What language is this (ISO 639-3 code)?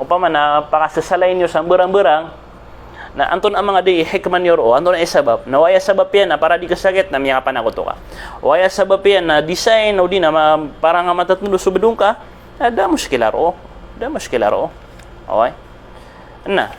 mrw